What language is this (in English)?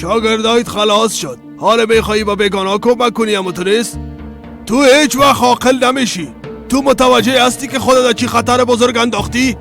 Persian